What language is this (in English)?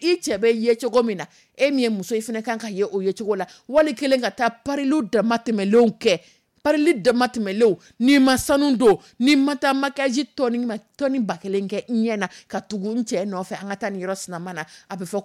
Dyula